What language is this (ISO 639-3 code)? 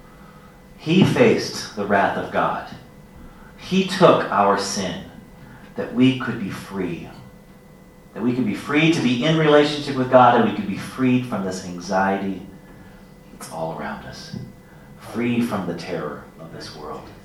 eng